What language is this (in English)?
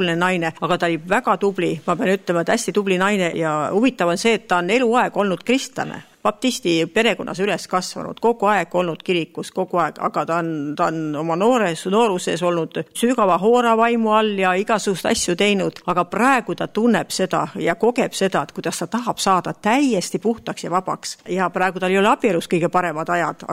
Estonian